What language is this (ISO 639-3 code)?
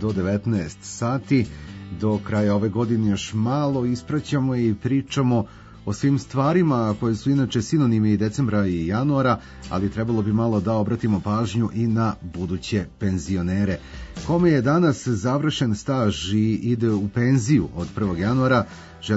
srp